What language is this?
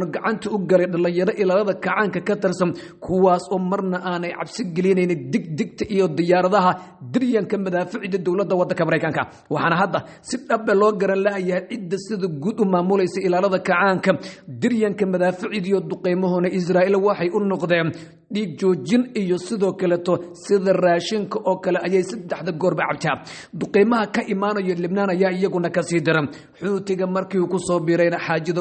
Somali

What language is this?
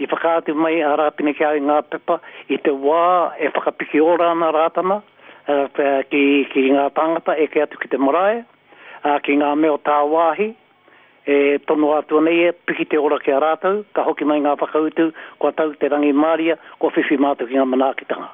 Māori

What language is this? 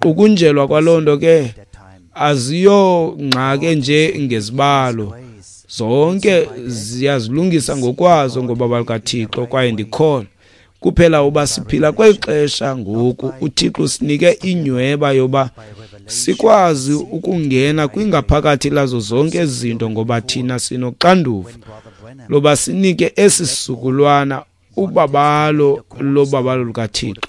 Xhosa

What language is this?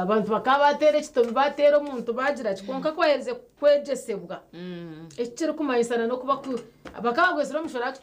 Nyankole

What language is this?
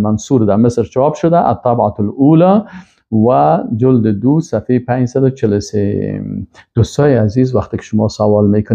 Persian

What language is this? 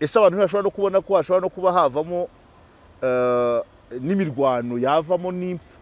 Kinyarwanda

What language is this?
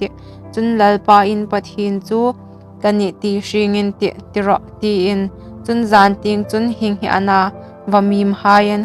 Hmar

